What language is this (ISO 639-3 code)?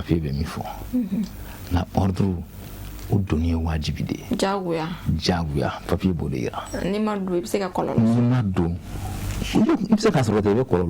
bam